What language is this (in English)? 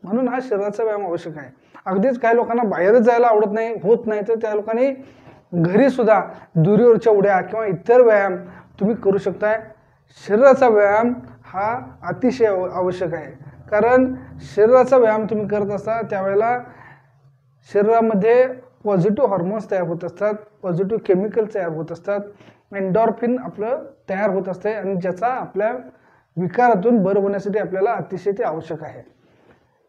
Marathi